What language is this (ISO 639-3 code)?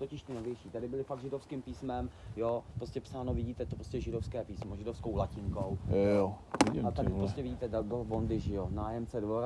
ces